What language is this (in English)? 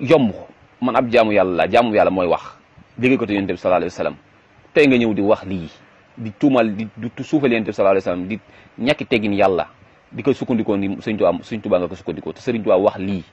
Wolof